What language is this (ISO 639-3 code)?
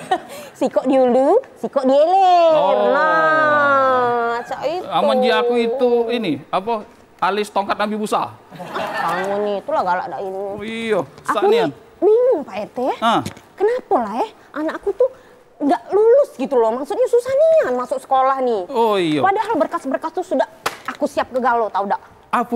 mui